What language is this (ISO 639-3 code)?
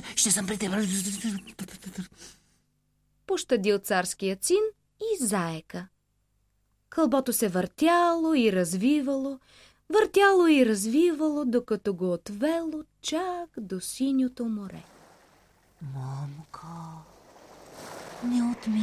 bul